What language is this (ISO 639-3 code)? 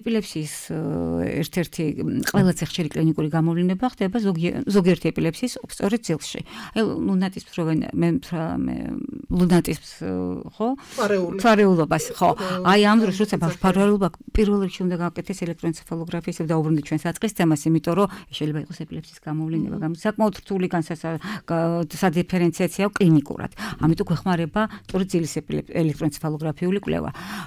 kat